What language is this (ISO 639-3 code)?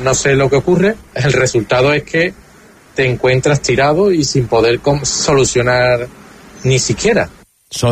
spa